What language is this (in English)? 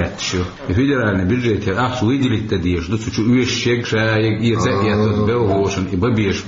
Chechen